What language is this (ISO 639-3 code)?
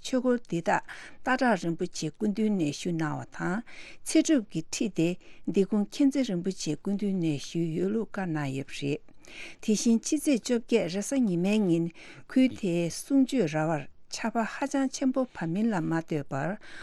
bod